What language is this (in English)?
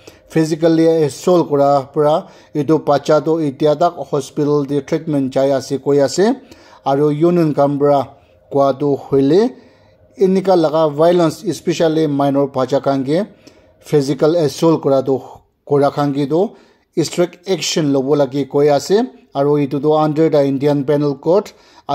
Naga Pidgin